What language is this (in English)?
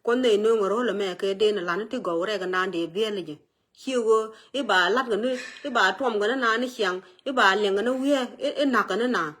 Nuer